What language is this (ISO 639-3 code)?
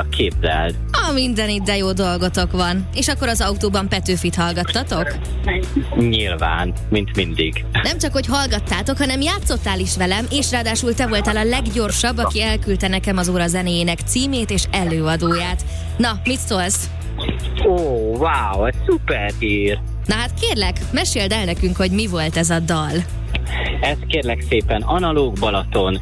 hun